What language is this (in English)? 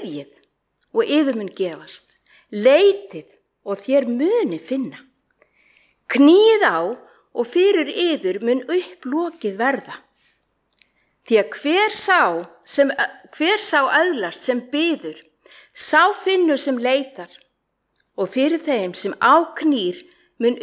Icelandic